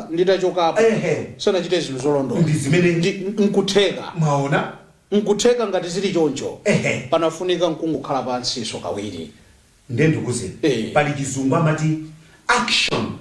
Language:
Nyanja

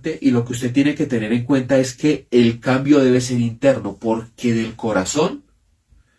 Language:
Spanish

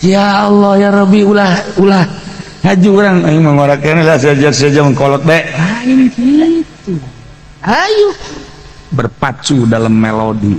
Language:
Sundanese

